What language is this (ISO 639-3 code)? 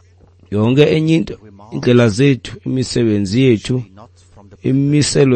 xho